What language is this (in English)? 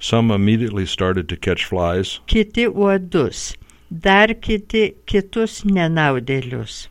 Lithuanian